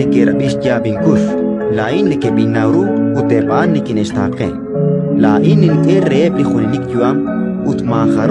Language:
Kekchí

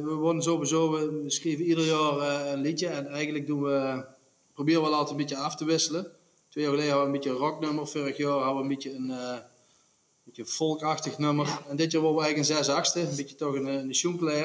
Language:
Limburgish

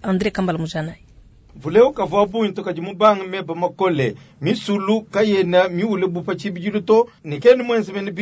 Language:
Luba-Lulua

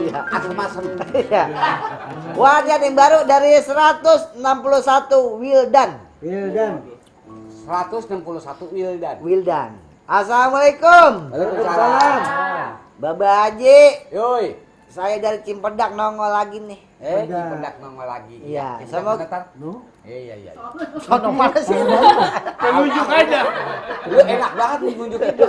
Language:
Betawi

